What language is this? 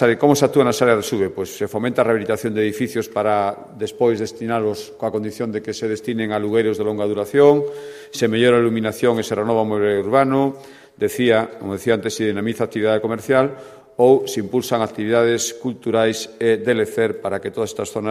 Galician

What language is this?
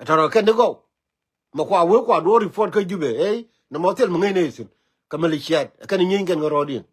Nuer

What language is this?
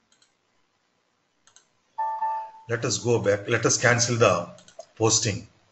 English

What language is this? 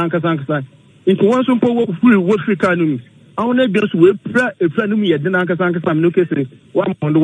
Akan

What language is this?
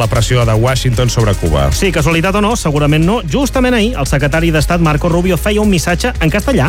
Catalan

